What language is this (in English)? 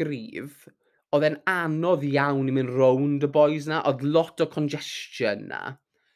Welsh